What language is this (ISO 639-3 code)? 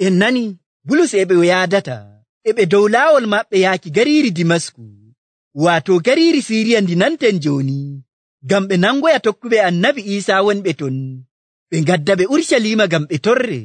fuv